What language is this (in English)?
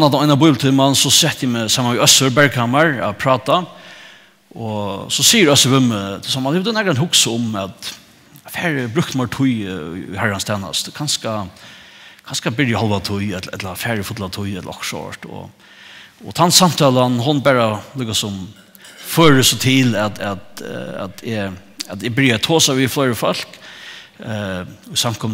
Faroese